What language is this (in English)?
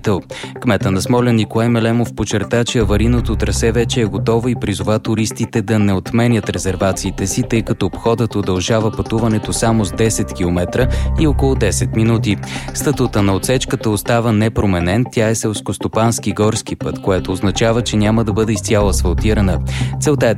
Bulgarian